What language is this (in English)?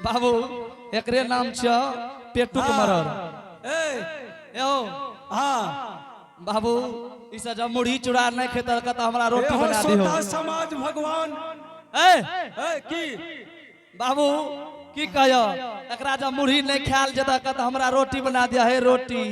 Angika